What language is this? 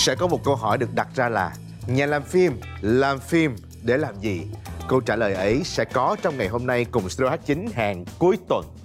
Vietnamese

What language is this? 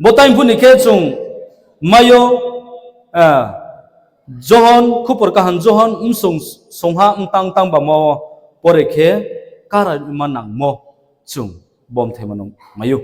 Riang (India)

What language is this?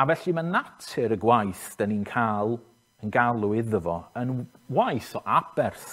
Welsh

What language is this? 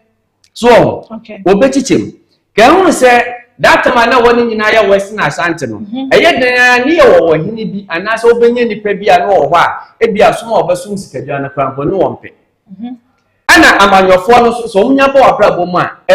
Akan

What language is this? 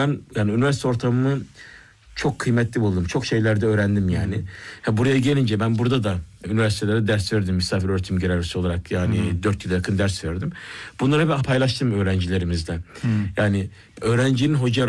Turkish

